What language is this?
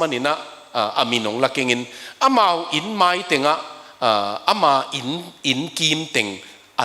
Tedim Chin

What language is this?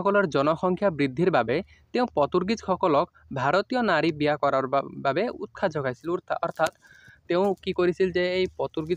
Assamese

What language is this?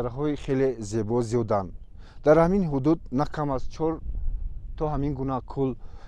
Tajik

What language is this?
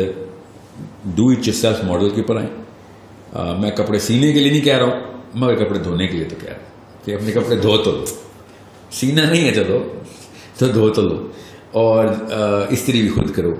Urdu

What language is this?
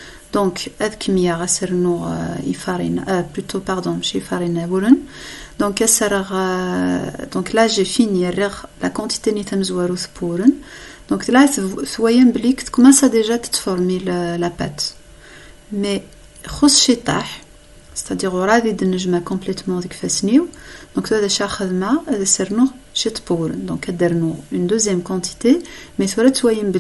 Kabyle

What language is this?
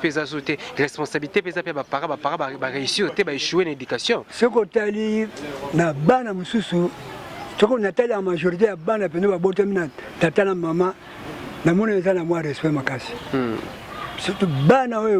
Lingala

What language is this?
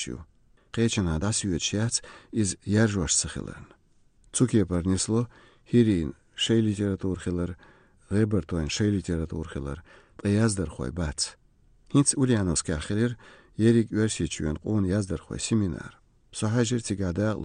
Chechen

